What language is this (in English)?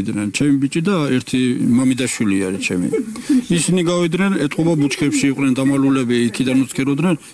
Georgian